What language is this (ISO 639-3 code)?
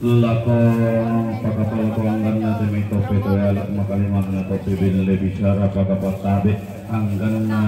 sda